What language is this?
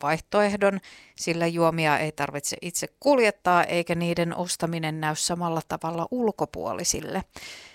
Finnish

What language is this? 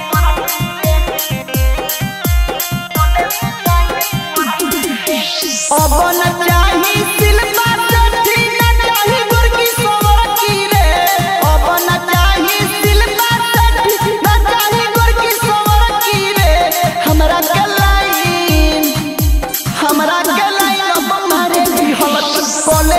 Bhojpuri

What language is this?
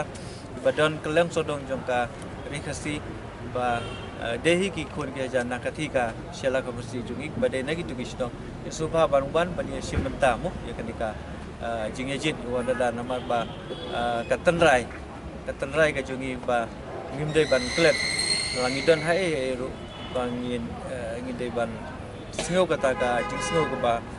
Khasi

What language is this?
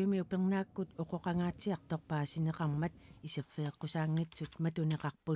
Kalaallisut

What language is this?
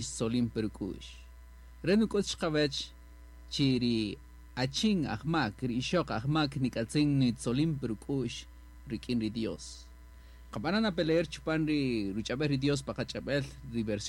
Kaqchikel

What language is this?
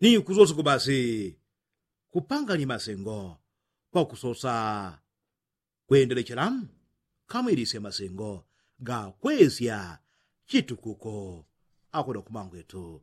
Yao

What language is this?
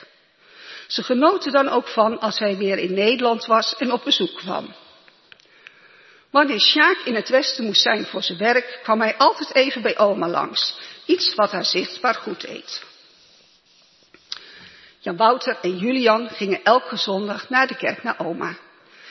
Dutch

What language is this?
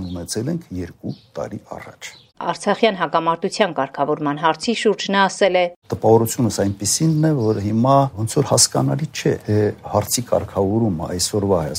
Armenian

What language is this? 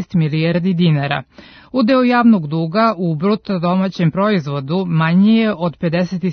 Serbian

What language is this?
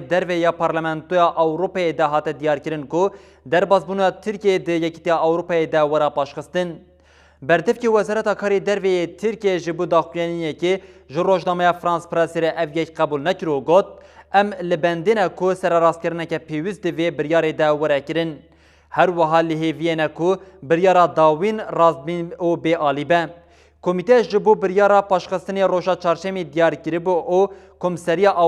Kurdish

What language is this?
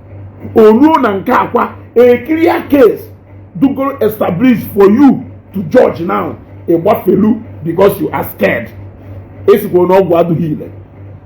Igbo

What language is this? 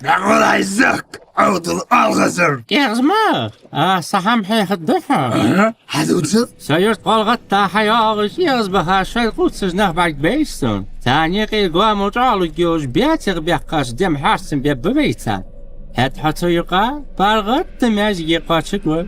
Ingush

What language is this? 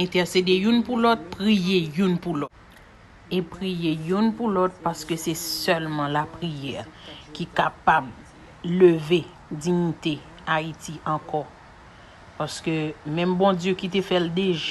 Haitian Creole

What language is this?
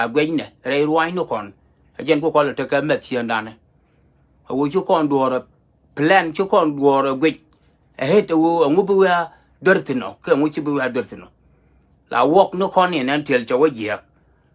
Nuer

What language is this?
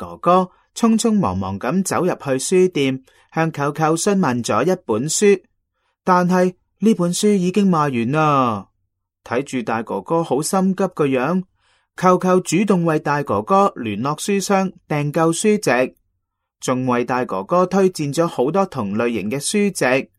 Cantonese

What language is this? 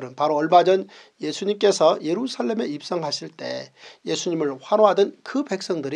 Korean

